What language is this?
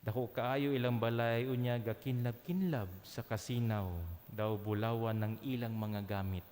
Cebuano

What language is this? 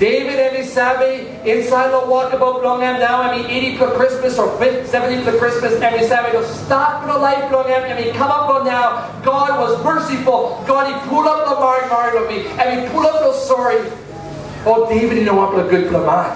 Tok Pisin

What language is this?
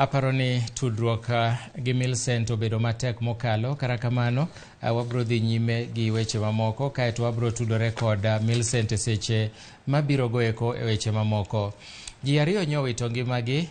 Luo (Kenya and Tanzania)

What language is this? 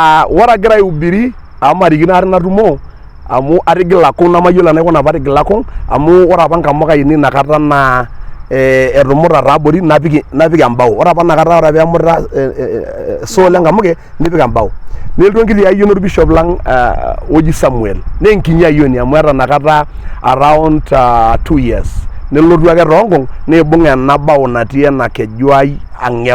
Masai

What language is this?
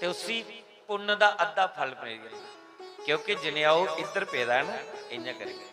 Dogri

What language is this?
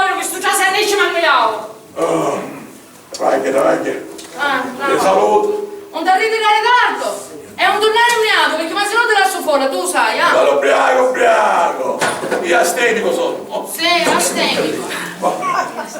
Sicilian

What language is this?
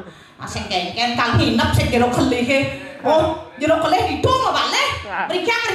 Balinese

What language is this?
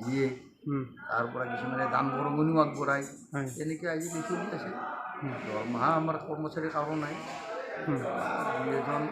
Assamese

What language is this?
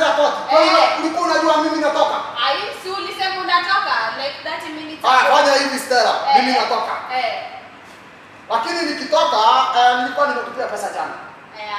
Swahili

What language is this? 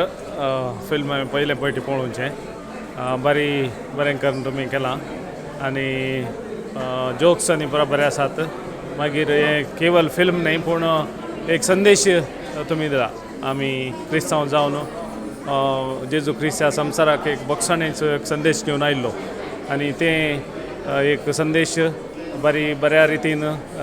Konkani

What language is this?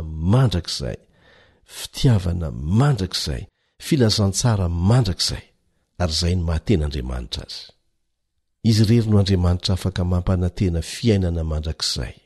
Malagasy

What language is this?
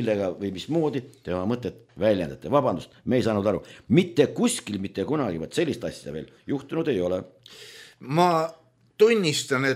Estonian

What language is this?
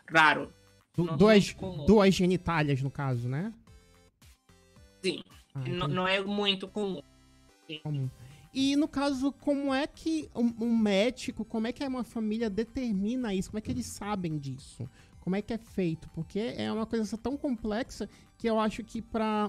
Portuguese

